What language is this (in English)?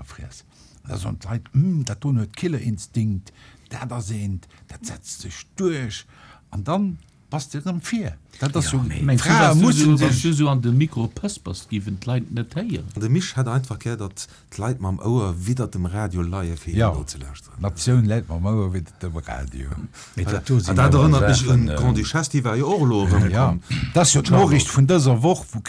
Luxembourgish